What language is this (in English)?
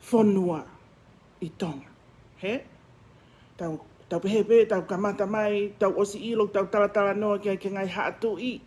Tongan